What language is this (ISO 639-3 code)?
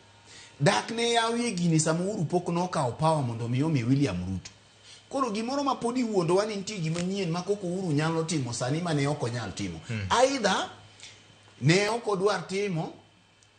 luo